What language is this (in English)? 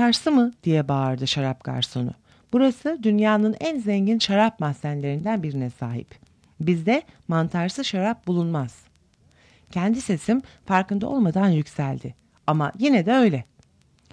Turkish